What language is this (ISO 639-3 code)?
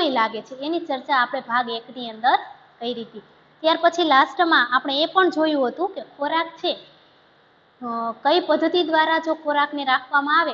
guj